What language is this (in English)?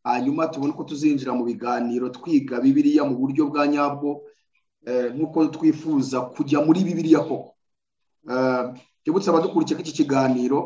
Kinyarwanda